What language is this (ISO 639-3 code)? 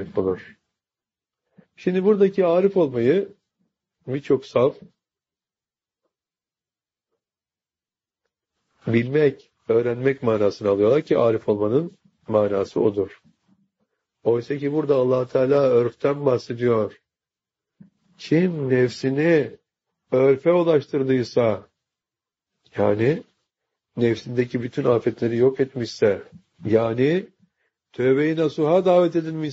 tur